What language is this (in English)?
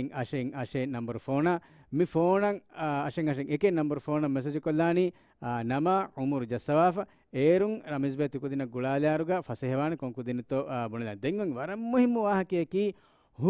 Divehi